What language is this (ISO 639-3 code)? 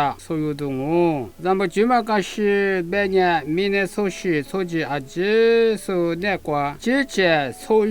lis